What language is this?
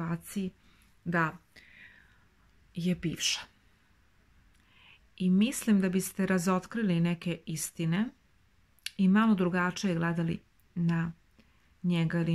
Serbian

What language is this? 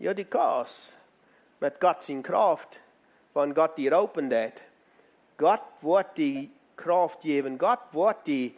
Plautdietsch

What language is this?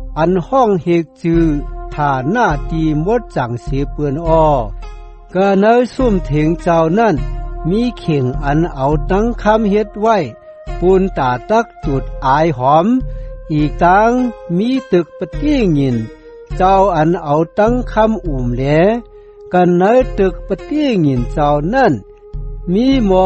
Shan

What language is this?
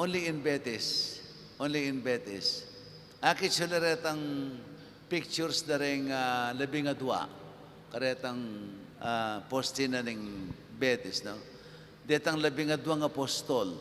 Pampanga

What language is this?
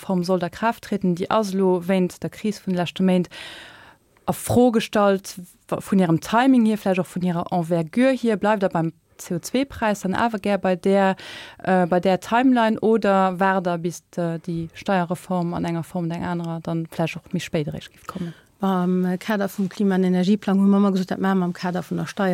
Luxembourgish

